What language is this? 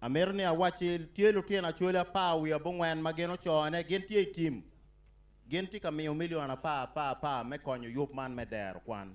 Acoli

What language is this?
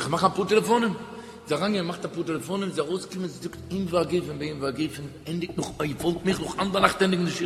Yiddish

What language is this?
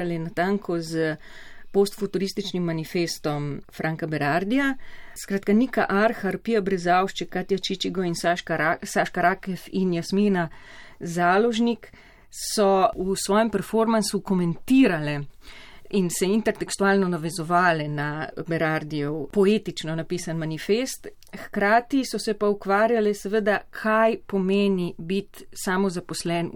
Slovenian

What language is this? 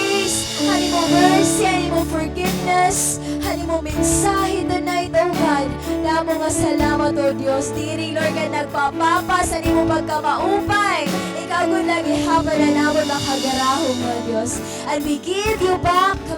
Waray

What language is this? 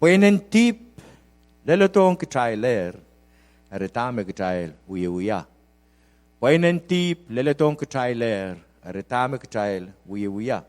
Pohnpeian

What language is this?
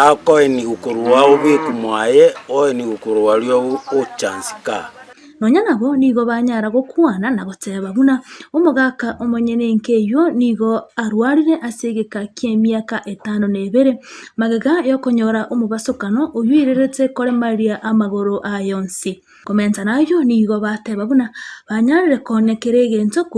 Gusii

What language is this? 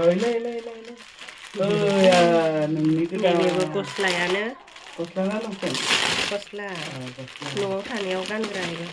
Bodo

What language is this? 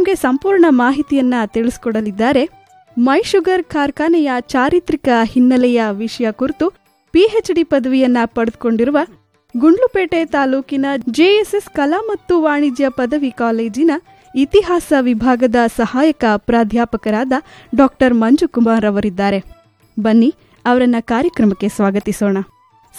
Kannada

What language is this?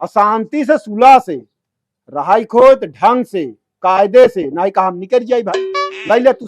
Awadhi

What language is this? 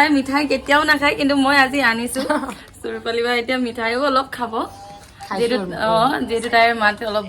Assamese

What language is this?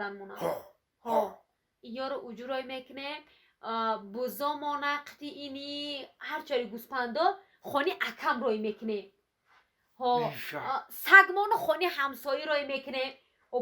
Tajik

